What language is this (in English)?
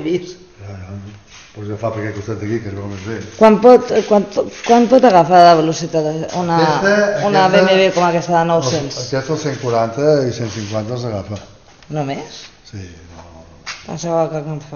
Catalan